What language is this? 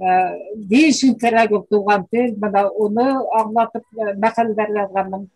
Bashkir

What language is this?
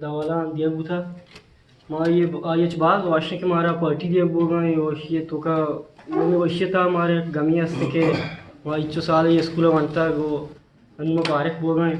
Eastern Balochi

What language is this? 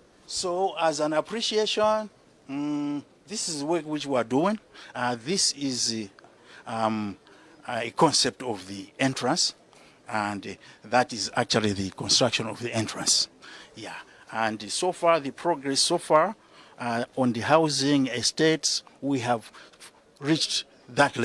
Nyanja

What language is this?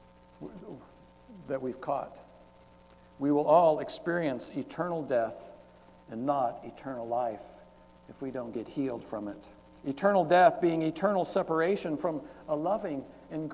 English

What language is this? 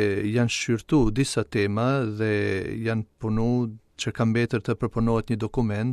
Albanian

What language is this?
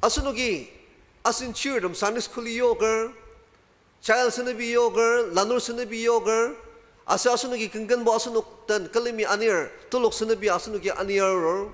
Ao Naga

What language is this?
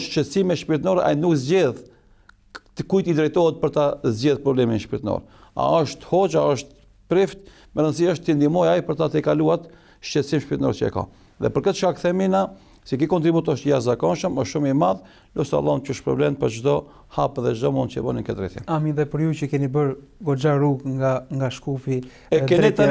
Albanian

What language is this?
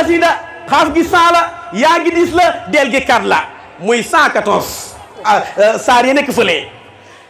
Wolof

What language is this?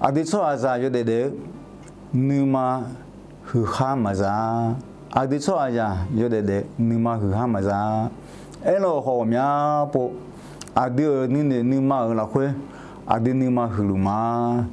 Akha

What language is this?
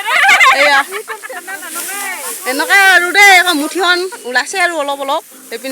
Assamese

